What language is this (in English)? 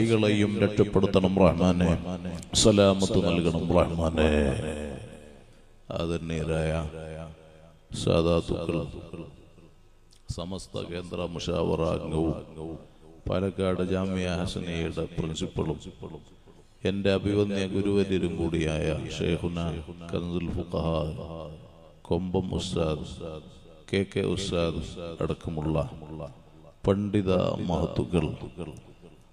Malayalam